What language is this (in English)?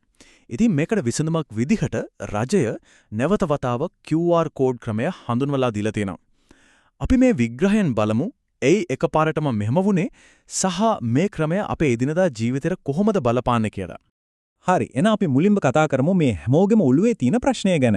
Sinhala